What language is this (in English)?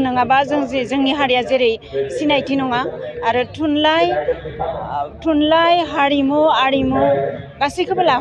Bodo